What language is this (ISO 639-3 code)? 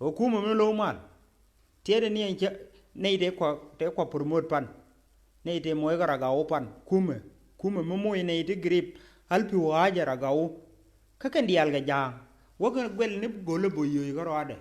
nus